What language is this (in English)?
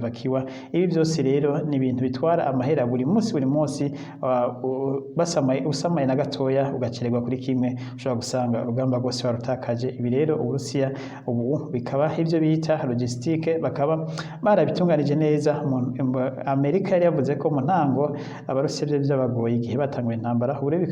Rundi